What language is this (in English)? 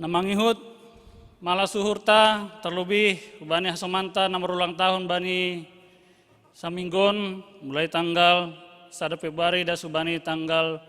Batak Simalungun